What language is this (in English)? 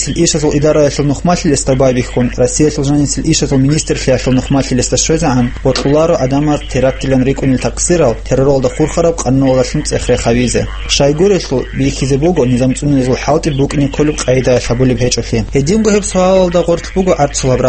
Avaric